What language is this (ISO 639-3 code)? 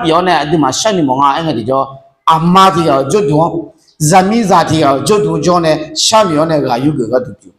ahk